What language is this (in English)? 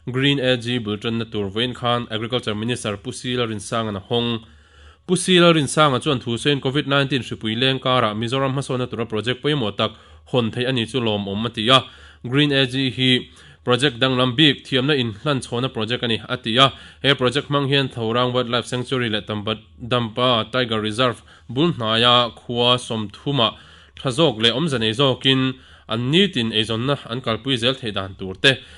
Mizo